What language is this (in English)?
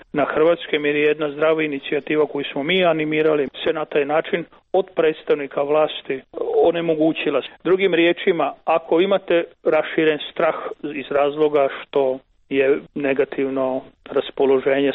Croatian